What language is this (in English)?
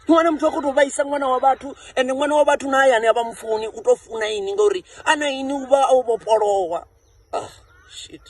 Venda